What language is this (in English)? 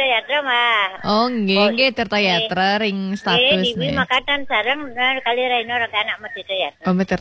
Balinese